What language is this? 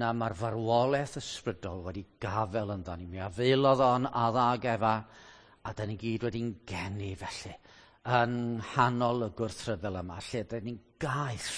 Welsh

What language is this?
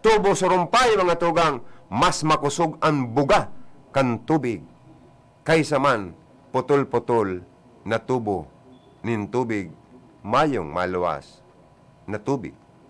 Bikol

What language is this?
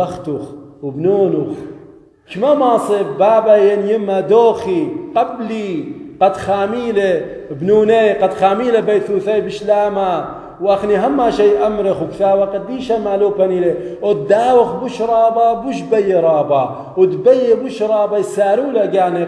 Assyrian Neo-Aramaic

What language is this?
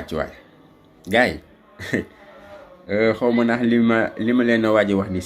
Wolof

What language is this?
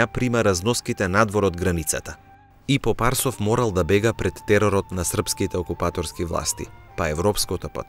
Macedonian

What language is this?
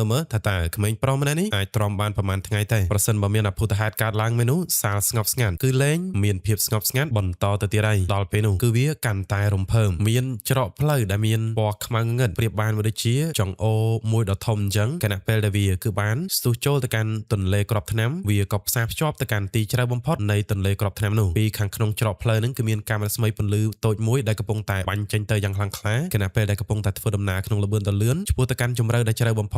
Khmer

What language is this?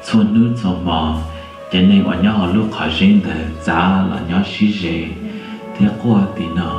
Hmong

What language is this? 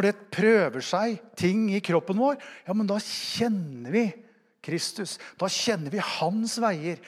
Norwegian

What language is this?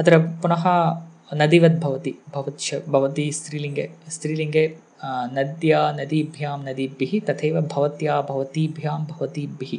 Sanskrit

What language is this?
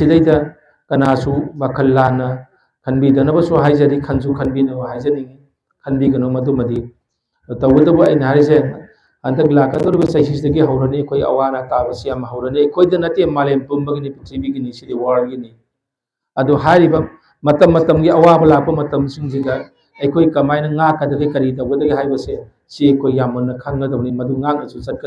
Manipuri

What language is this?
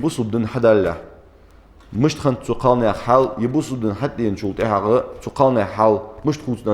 Ingush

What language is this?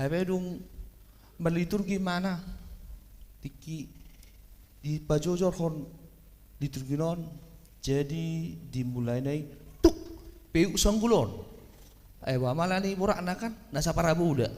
Batak Toba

